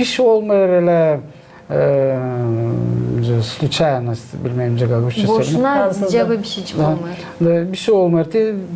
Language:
Gagauz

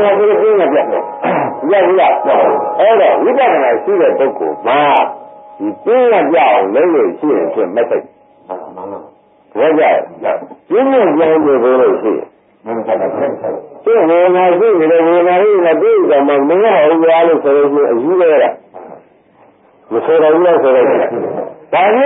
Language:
Burmese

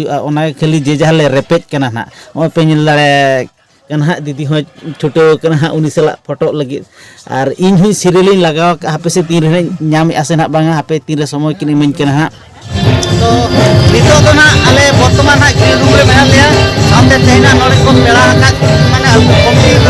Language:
Santali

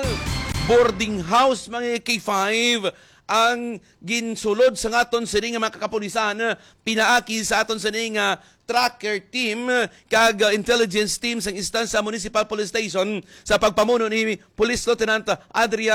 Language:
Hiligaynon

